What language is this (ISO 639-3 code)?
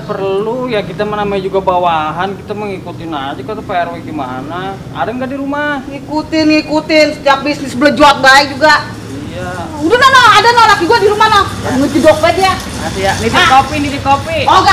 bew